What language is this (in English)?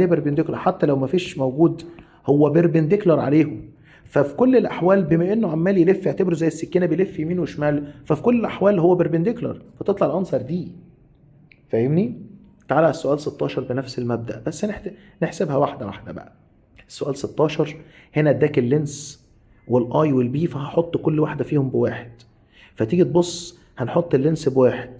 Egyptian Arabic